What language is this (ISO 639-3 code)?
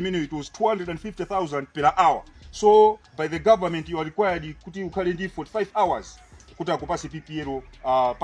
nya